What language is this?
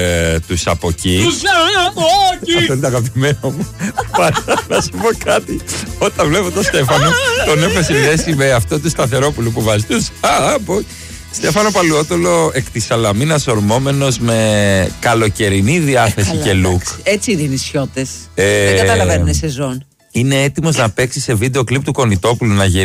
Greek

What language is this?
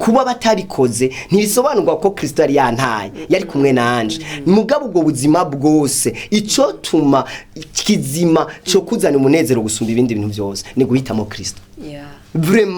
Rundi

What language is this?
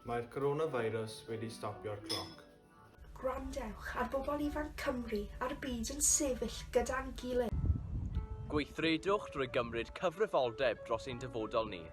Welsh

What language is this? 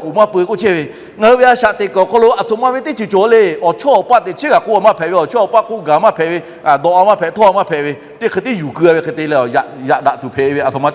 Lahu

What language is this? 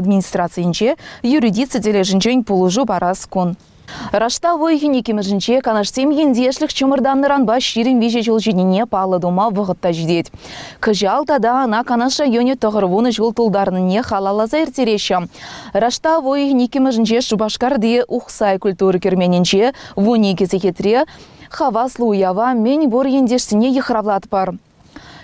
Chuvash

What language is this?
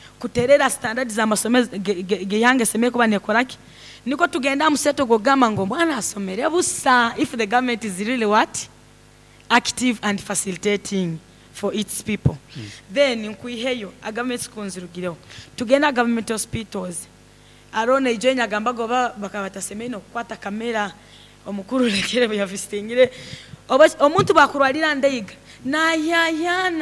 Nyankole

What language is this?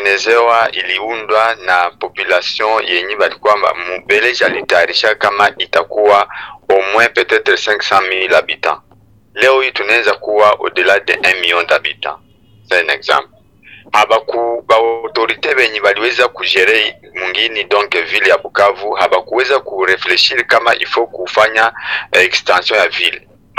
Swahili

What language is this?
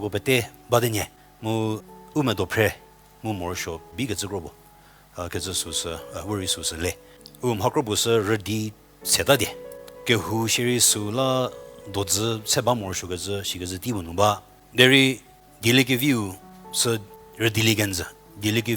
Angami Naga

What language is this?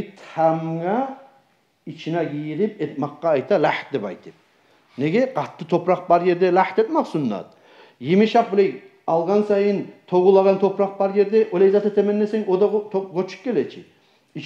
Kumyk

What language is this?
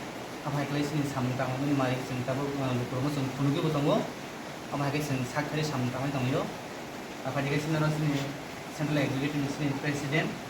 Kok Borok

